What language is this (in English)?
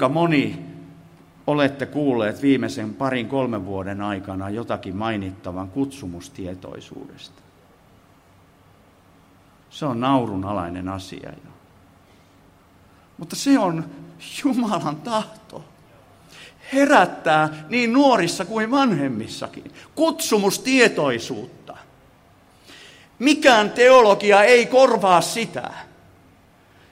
Finnish